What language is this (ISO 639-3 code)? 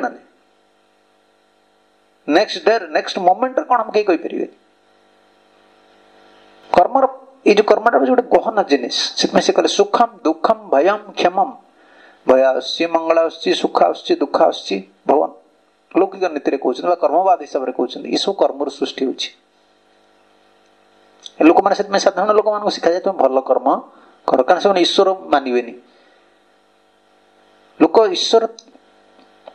ori